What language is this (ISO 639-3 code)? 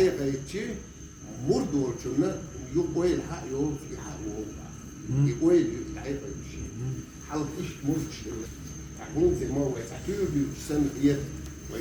che